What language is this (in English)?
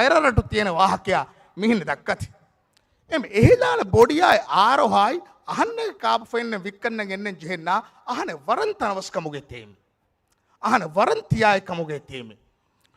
Divehi